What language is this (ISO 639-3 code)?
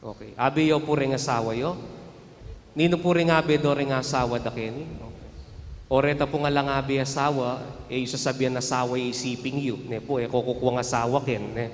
pam